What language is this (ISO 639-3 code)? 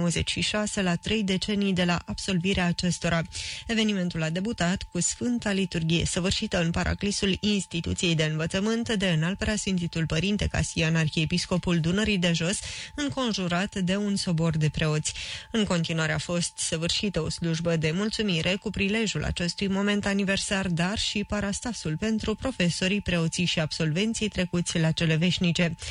ron